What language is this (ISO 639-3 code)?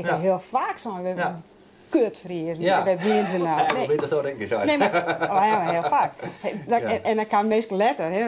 fry